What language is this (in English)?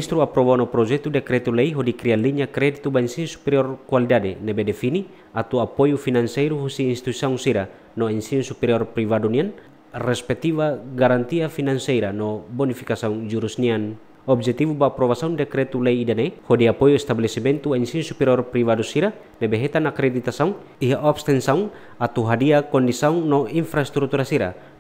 Tetum